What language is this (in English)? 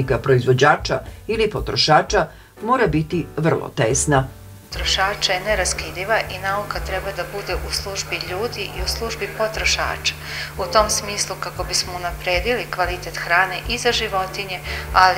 Serbian